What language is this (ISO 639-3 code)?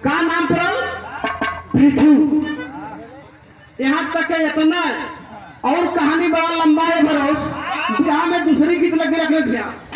bho